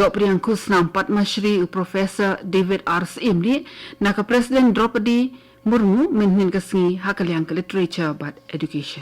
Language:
Khasi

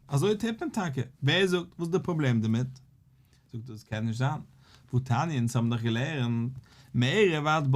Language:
Yiddish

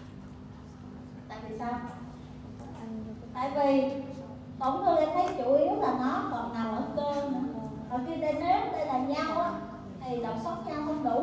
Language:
Vietnamese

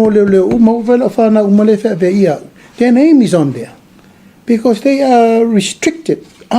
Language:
Samoan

